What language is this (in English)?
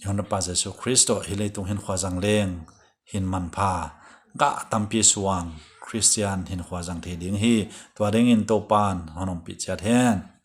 Paite Chin